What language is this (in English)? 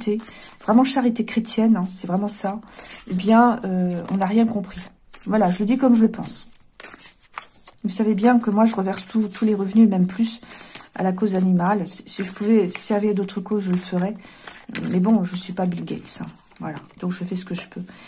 French